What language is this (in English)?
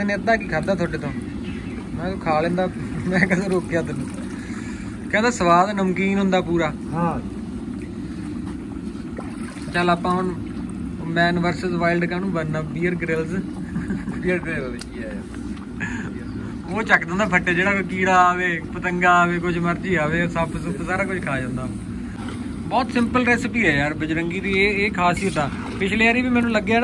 Punjabi